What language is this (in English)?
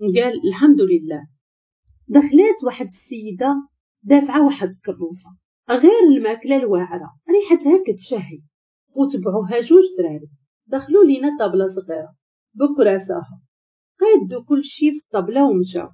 Moroccan Arabic